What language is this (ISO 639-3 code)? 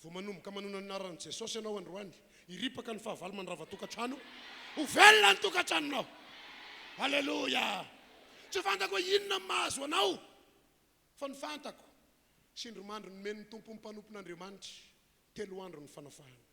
mlg